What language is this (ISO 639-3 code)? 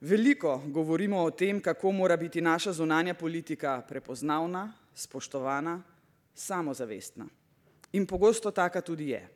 slv